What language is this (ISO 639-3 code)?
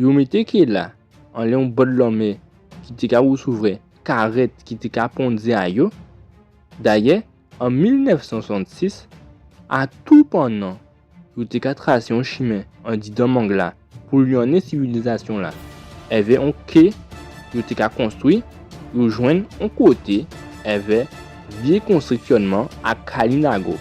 gcf